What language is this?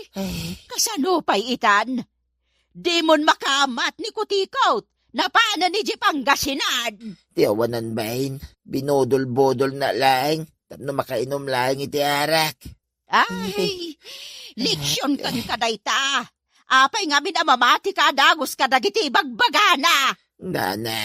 Iloko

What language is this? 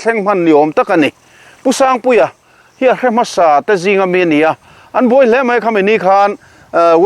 Mizo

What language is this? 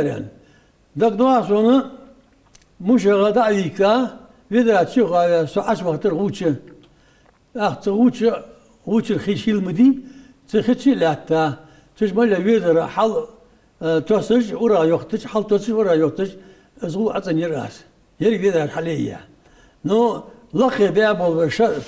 Ingush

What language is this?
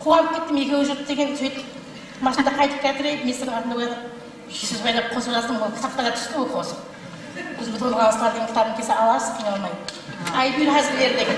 Kara-Kalpak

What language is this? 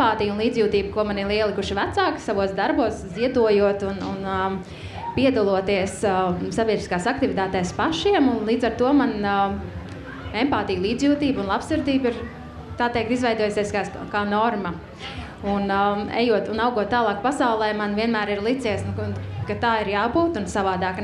Latvian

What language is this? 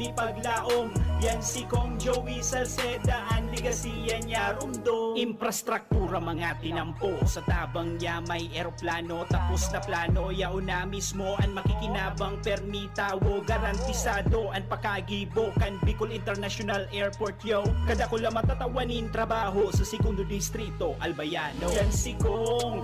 Bikol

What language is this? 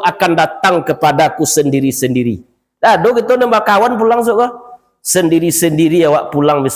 Minangkabau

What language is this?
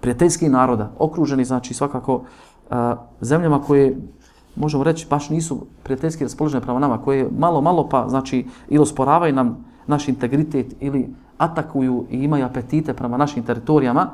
Bosnian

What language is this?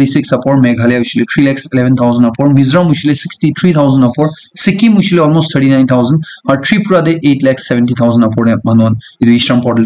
Naga Pidgin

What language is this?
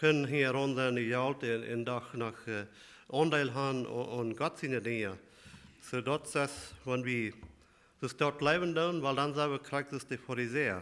Plautdietsch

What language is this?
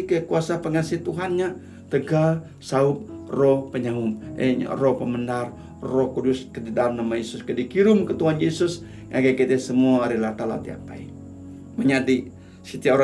Iban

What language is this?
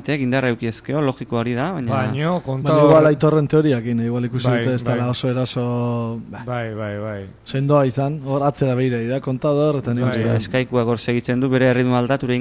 Basque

